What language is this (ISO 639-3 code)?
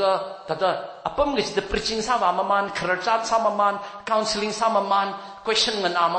nmf